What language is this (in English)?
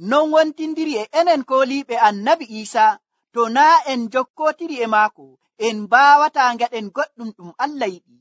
Nigerian Fulfulde